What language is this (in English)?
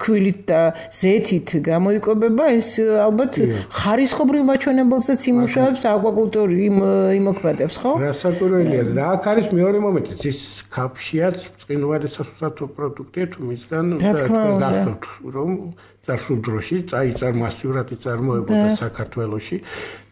Georgian